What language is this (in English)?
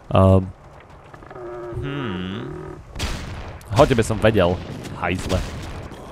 Slovak